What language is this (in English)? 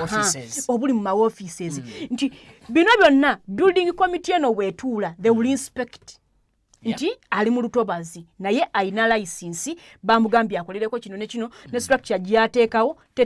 Ganda